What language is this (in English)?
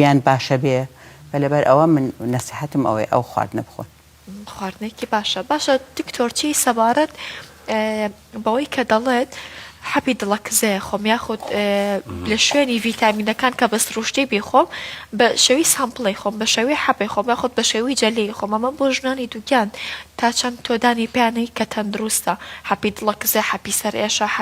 Central Kurdish